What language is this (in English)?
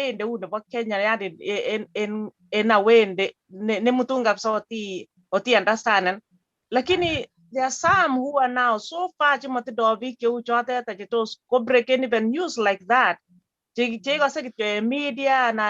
Kalenjin